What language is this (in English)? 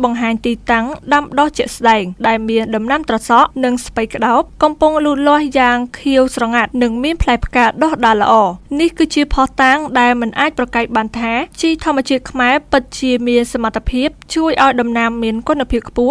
Khmer